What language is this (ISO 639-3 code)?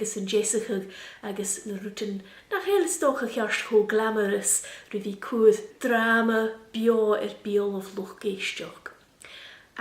gla